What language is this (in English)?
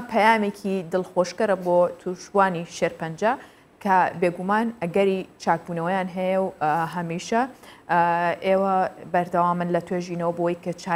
Central Kurdish